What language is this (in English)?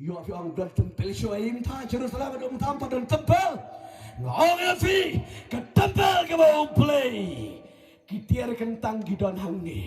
Khasi